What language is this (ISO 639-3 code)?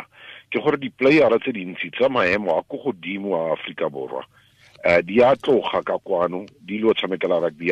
tsn